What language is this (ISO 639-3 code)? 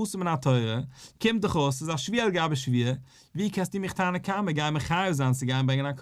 yid